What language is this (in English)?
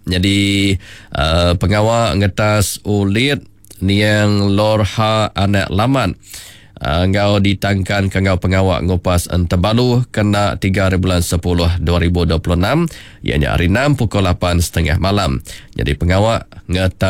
Iban